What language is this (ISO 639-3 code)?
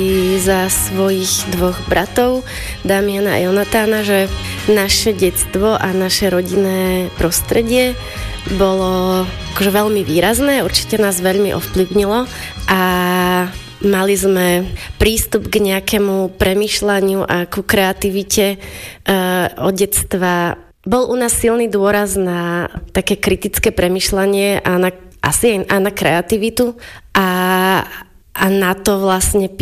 slk